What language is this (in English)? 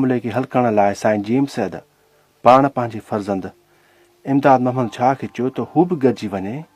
Sindhi